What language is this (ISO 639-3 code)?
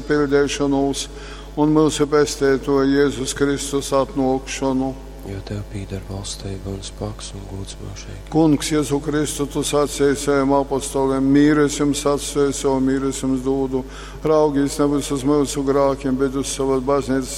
ltg